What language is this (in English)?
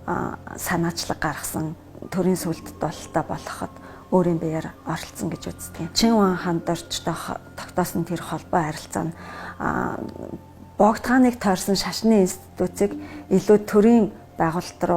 Mongolian